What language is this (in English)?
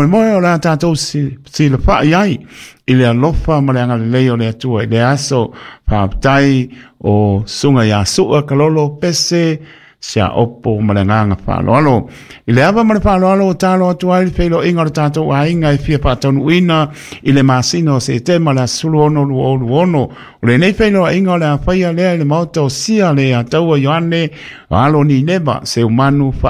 Samoan